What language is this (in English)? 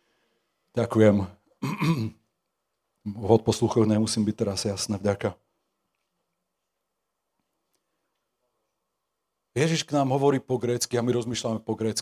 Slovak